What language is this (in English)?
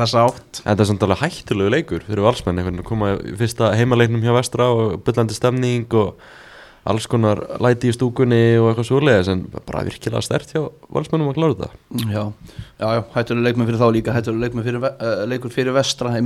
Icelandic